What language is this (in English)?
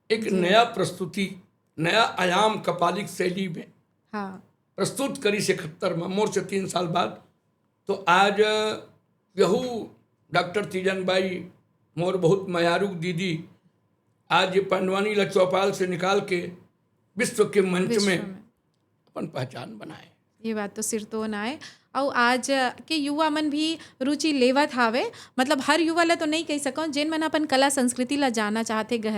Chhattisgarhi